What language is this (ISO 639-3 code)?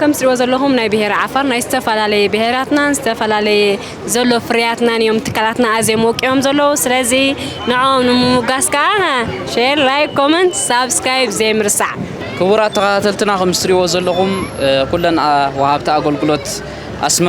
tir